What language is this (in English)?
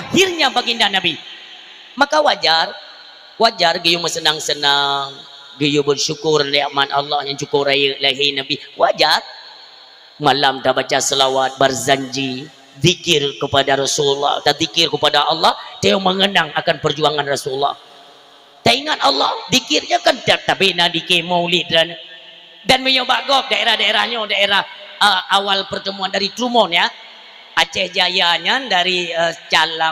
Achinese